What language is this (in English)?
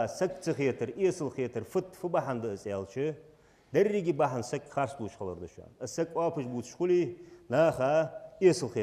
Ingush